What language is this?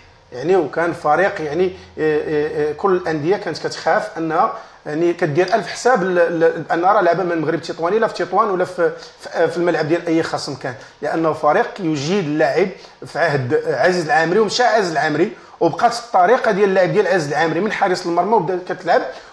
Moroccan Arabic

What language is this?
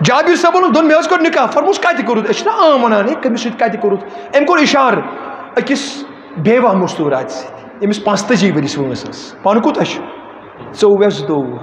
Kashmiri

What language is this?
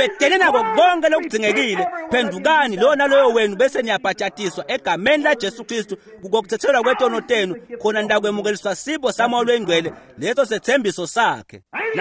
Swati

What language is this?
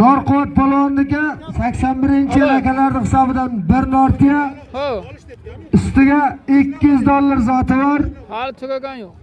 Uzbek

